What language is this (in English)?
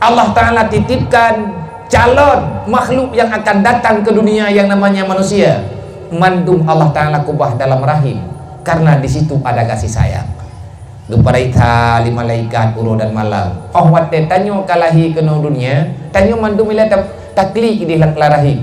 Achinese